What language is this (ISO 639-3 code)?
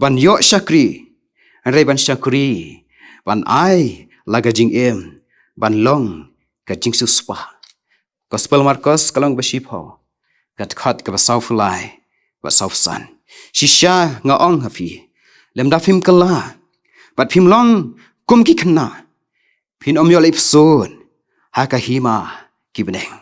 kha